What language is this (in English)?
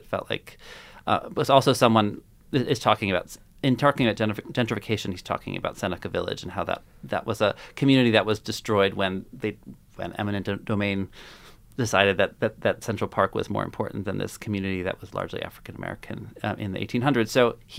English